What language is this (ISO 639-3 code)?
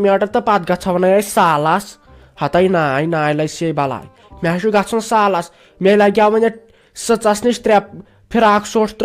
kas